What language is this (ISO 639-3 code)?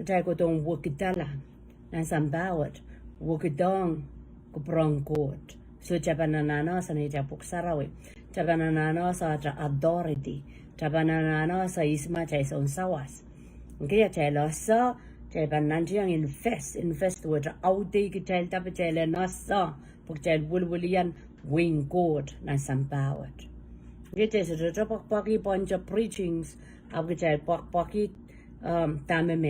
pon